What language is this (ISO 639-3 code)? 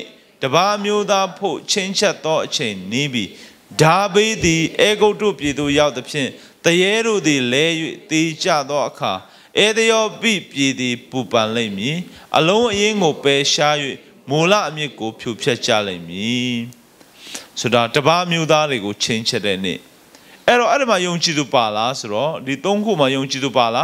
mya